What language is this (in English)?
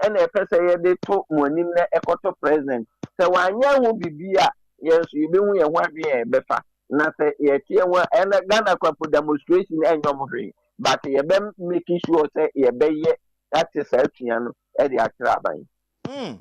Akan